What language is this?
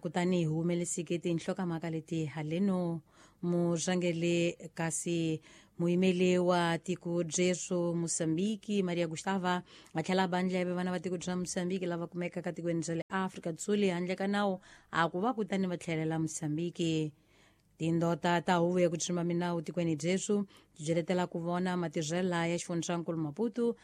Tsonga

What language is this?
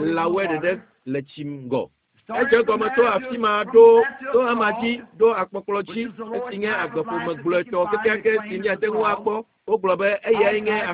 Ewe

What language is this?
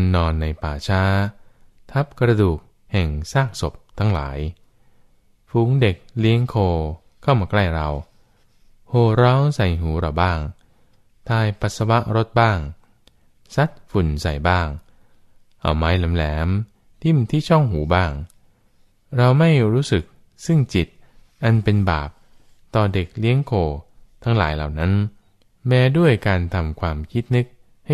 Thai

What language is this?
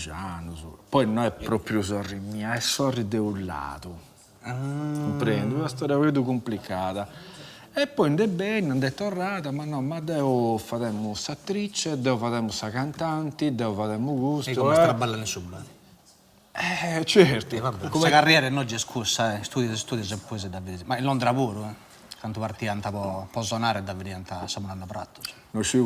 Sardinian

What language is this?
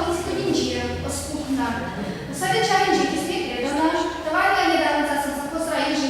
Chuvash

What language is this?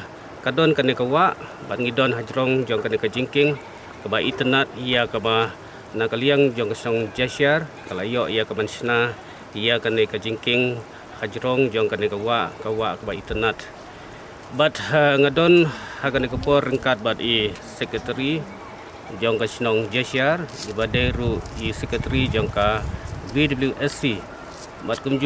Khasi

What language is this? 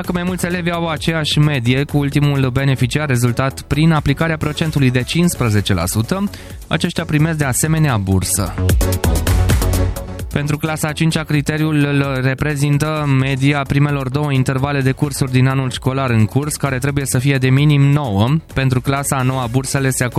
Romanian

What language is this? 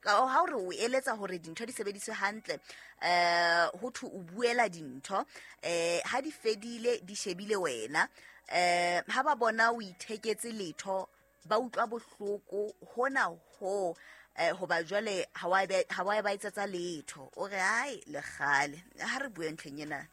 Southern Sotho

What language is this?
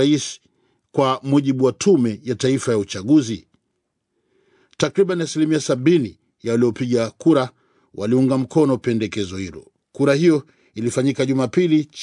Swahili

